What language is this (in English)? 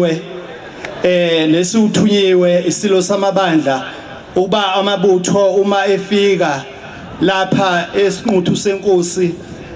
Zulu